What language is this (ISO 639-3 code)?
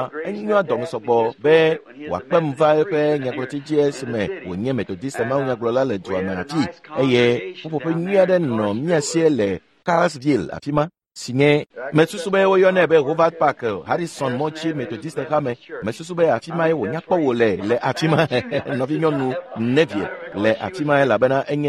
ewe